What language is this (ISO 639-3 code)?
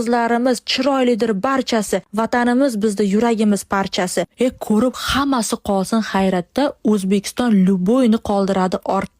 uzb